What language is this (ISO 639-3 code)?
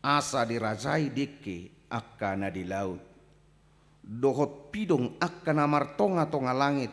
bbc